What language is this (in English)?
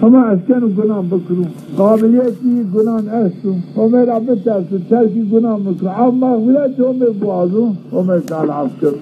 Zaza